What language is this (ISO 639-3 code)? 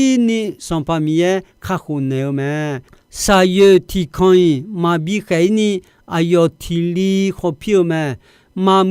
ahk